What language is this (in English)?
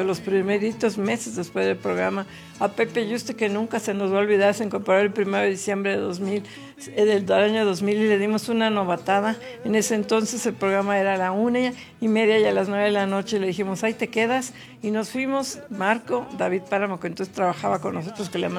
Spanish